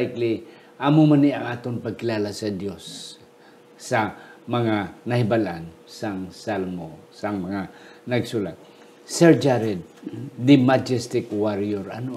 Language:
Hiligaynon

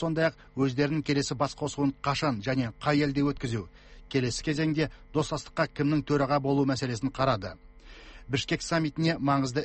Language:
Kazakh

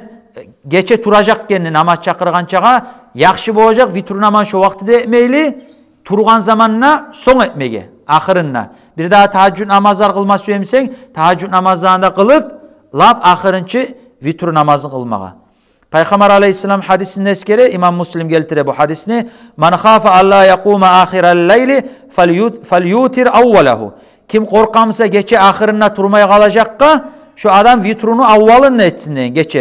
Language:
Kumyk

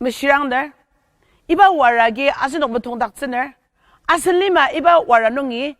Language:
Ao Naga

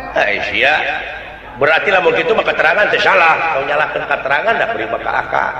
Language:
Sundanese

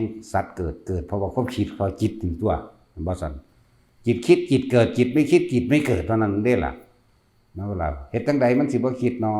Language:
Northeastern Thai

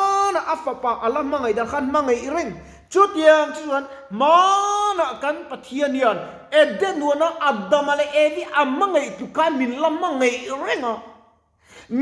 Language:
Mizo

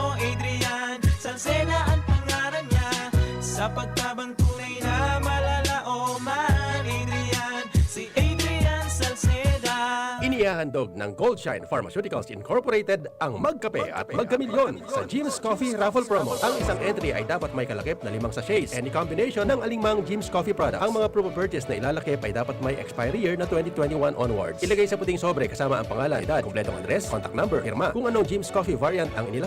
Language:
Bikol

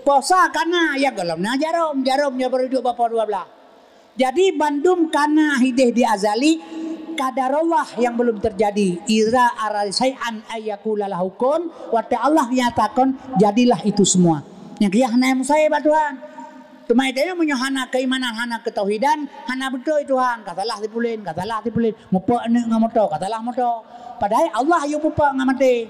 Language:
Achinese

